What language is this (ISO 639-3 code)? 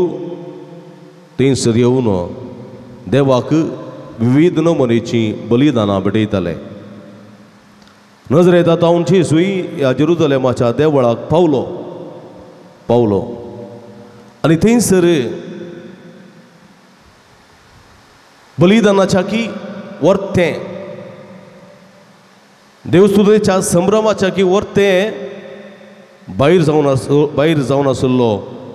kok